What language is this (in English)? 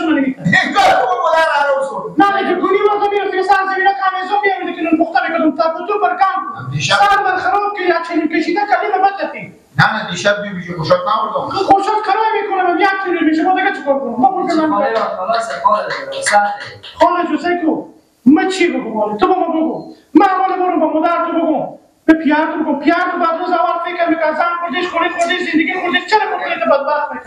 Persian